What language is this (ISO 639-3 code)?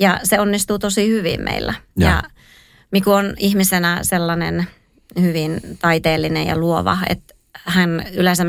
fin